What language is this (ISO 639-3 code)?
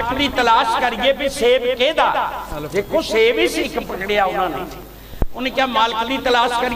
pan